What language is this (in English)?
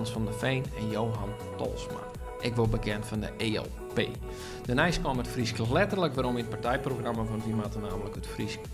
Western Frisian